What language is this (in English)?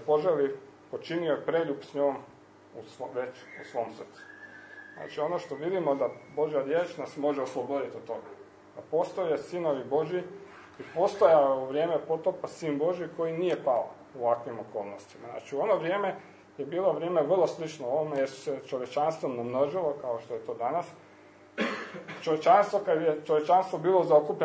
Croatian